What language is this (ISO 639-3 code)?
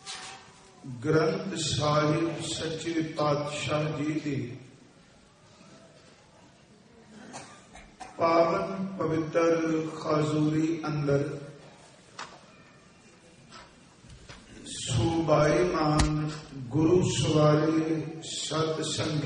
pan